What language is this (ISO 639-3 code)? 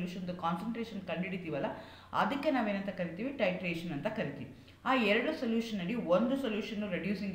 kan